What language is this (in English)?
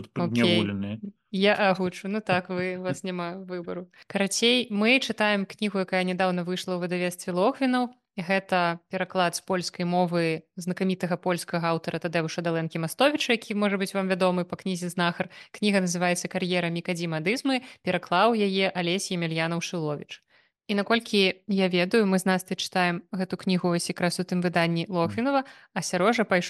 Belarusian